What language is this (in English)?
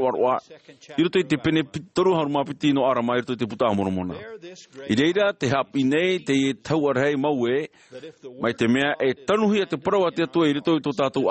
Tahitian